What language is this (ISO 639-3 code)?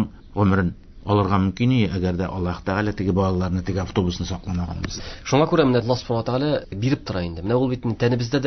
tat